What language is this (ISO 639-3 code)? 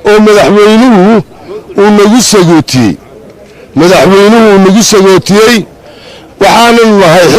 som